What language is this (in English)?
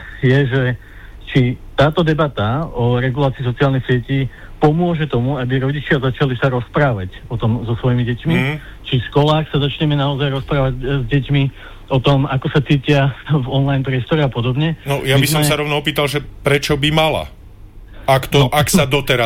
Slovak